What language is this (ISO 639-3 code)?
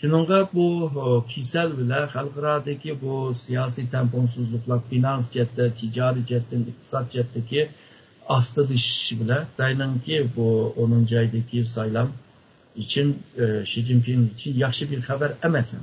uig